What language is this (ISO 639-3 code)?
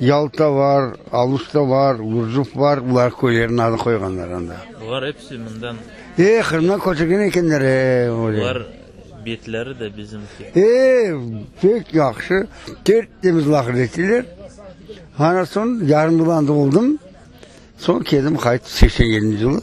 crh